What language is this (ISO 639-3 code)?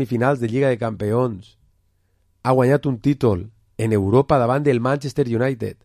cat